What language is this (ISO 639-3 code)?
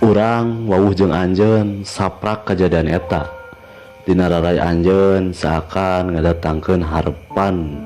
sun